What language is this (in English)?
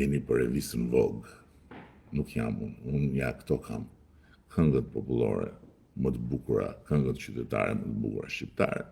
Albanian